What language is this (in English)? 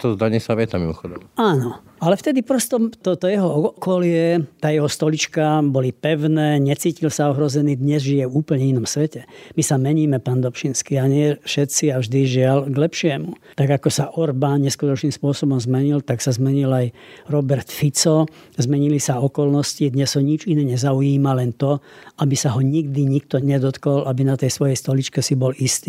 Slovak